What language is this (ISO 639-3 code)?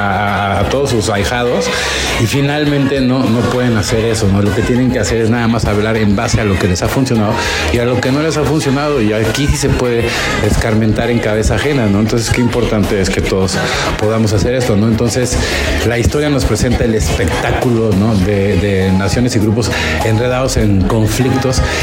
spa